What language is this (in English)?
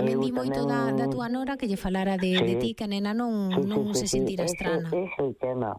Galician